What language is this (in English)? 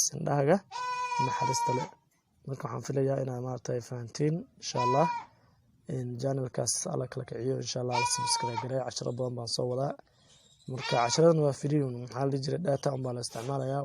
Somali